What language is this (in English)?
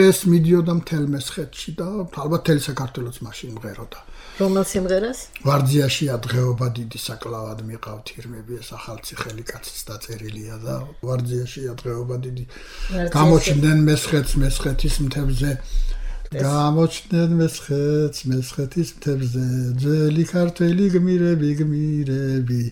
Georgian